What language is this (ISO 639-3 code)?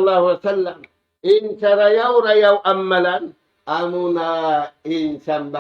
tsg